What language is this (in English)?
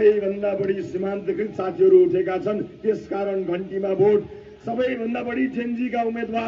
Nepali